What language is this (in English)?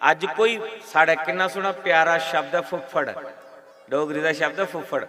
Dogri